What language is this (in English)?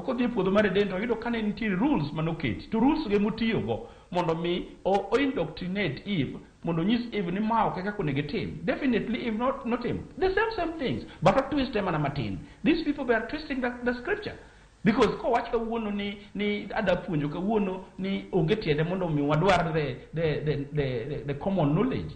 Luo (Kenya and Tanzania)